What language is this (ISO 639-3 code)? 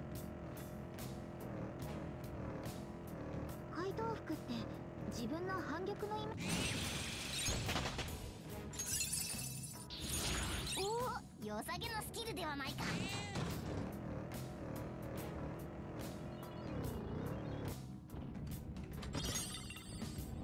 jpn